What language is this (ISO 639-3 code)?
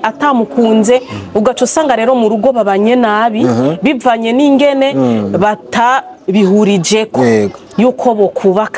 run